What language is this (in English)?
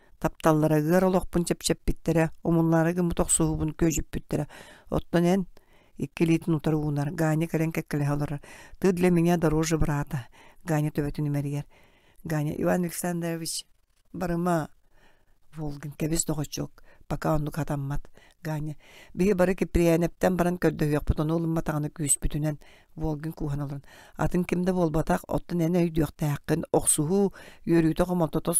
Yakut